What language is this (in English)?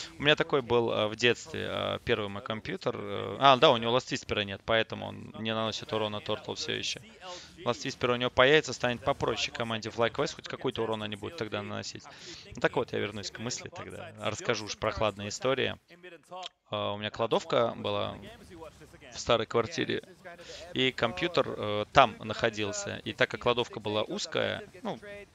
Russian